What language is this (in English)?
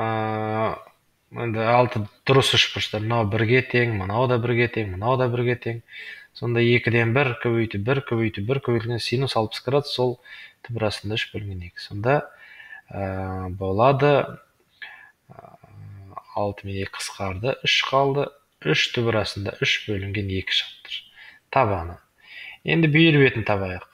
Kazakh